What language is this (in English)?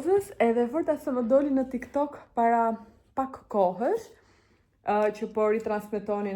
Albanian